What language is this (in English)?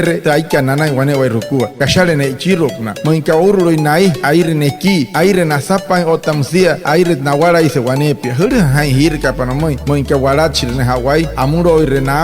Wayuu